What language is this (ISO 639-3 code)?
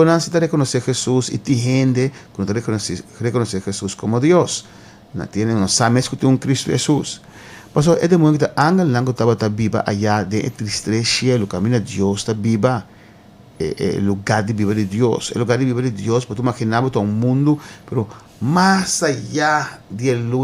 pap